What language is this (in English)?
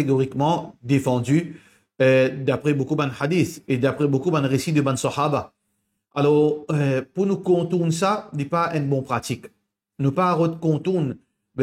Morisyen